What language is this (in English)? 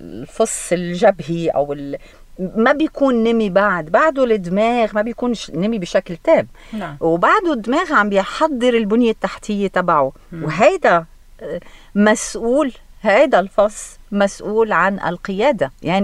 North Levantine Arabic